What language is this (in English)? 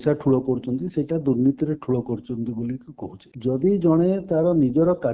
Odia